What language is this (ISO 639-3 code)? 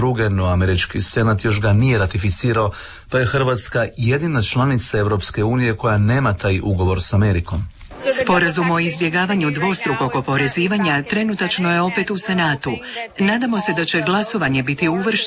hrv